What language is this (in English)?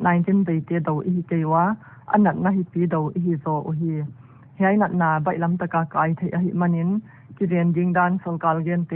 Paite Chin